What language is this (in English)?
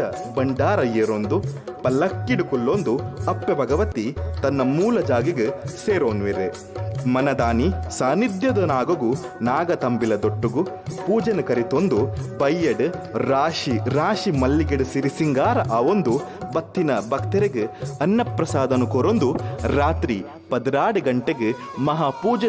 Tulu